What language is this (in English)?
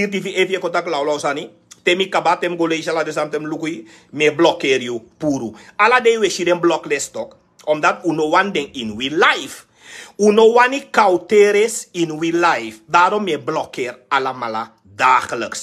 Sranan Tongo